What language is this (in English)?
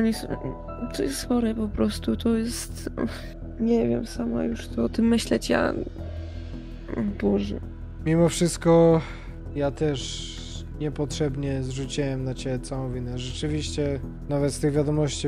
Polish